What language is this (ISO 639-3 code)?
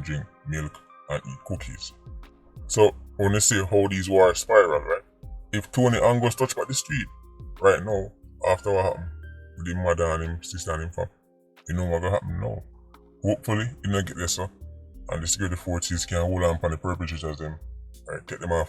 jam